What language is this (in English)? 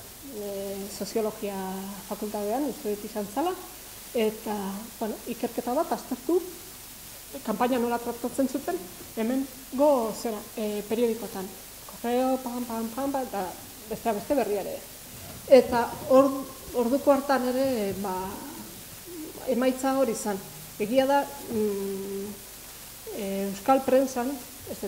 Basque